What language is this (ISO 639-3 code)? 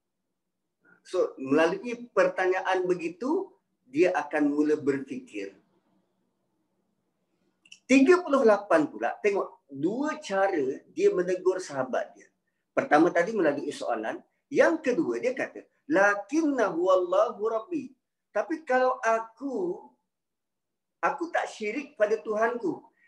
msa